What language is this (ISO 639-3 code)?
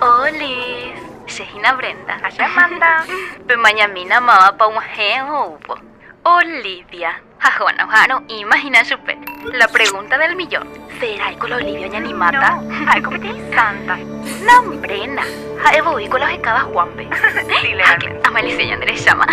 grn